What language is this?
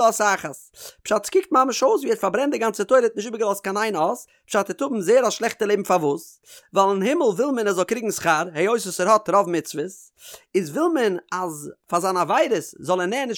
Yiddish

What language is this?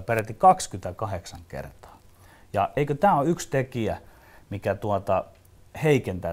Finnish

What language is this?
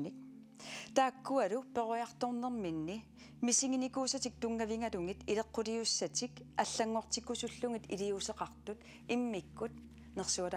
Kalaallisut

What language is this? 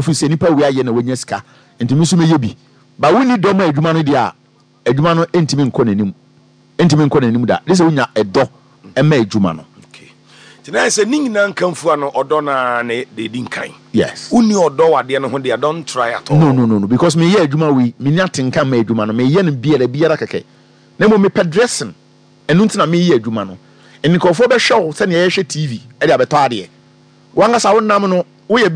Akan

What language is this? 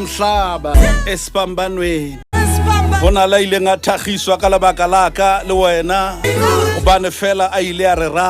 Southern Sotho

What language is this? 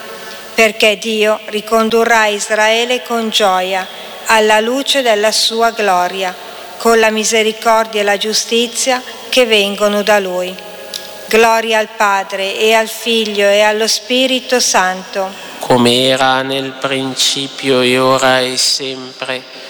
Italian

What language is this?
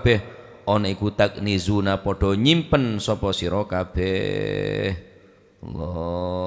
Madurese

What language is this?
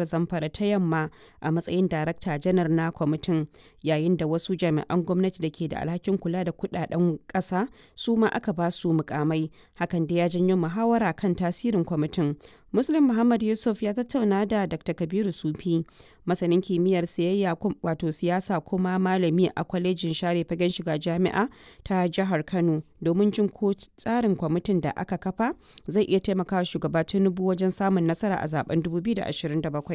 Hausa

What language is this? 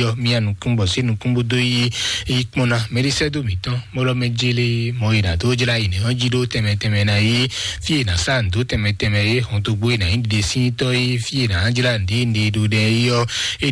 Fon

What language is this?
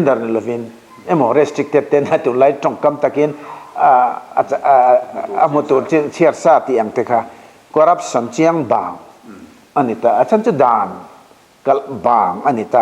Mizo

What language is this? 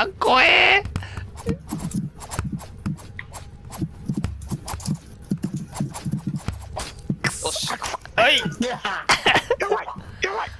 Japanese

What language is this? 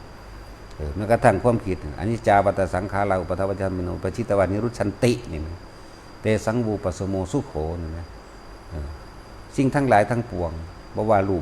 Northeastern Thai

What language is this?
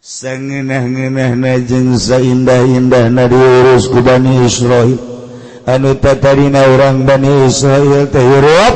Sundanese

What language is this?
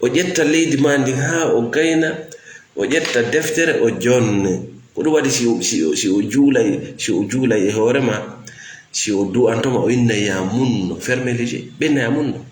Fula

